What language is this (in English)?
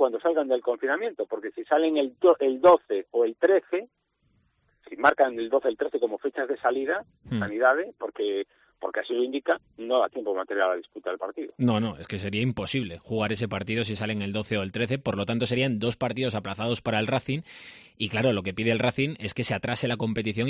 Spanish